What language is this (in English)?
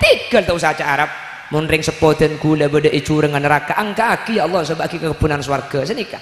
Madurese